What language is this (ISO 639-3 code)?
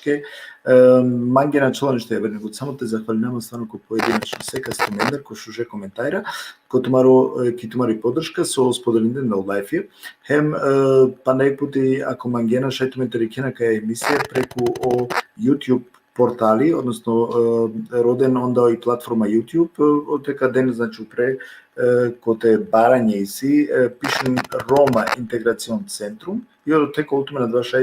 rmn